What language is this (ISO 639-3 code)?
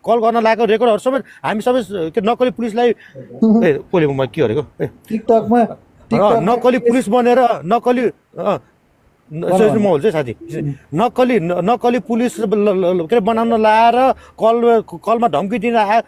nep